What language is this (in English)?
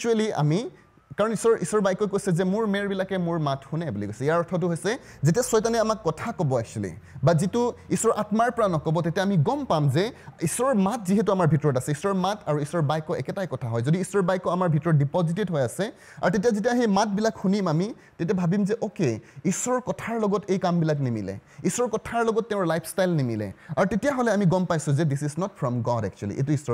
Assamese